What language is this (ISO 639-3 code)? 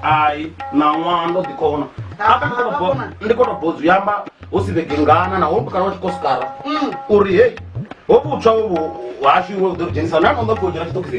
ven